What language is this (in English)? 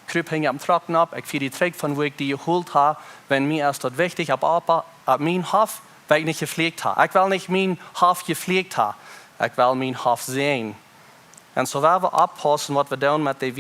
Plautdietsch